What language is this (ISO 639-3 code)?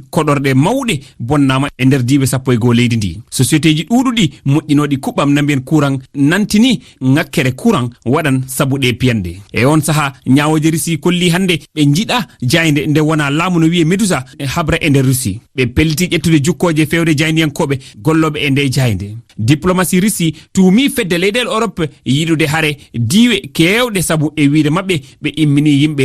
ful